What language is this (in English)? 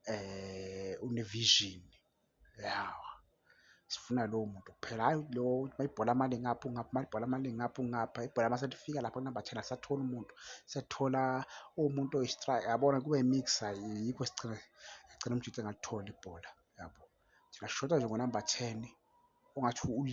Zulu